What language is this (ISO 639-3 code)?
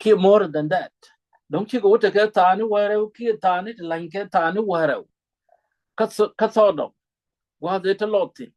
nus